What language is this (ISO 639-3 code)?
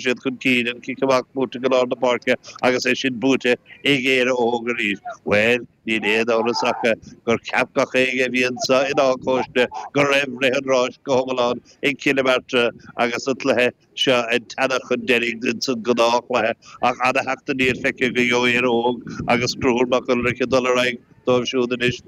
gle